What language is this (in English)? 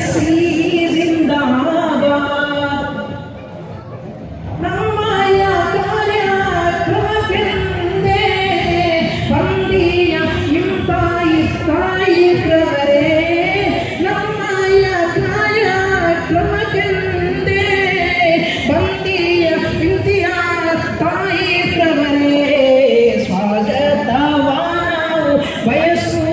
Kannada